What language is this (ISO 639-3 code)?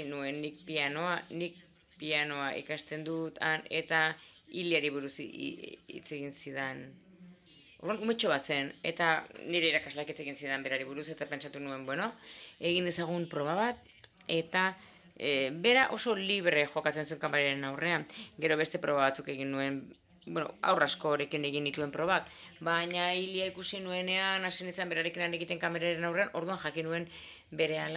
eus